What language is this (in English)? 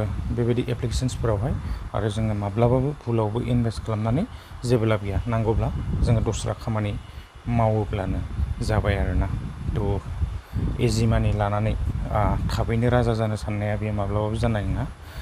Bodo